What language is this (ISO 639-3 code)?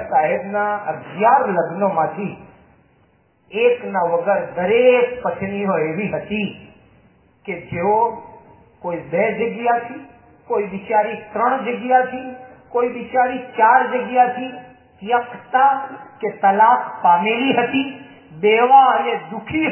guj